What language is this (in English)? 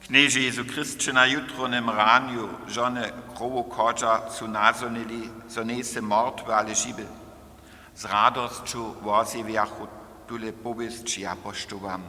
Upper Sorbian